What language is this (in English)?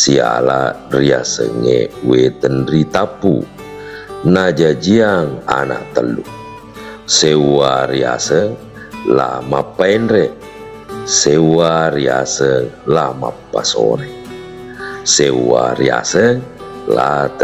Buginese